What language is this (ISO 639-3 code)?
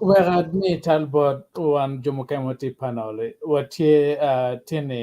ach